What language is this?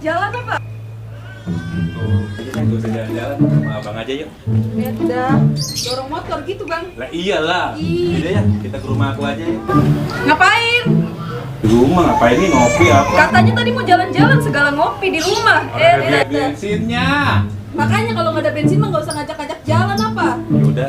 Betawi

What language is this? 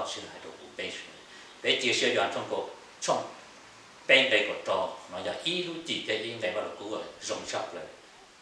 Hmong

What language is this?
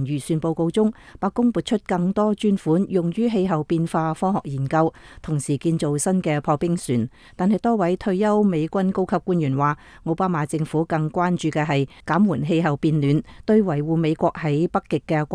Cantonese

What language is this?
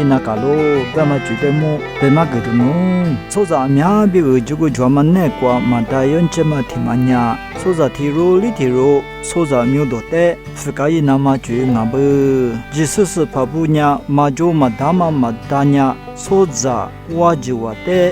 Lisu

